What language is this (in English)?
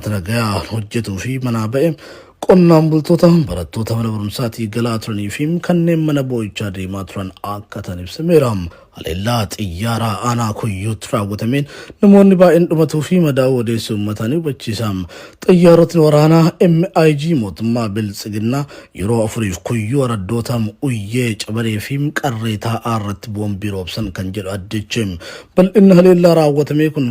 Oromo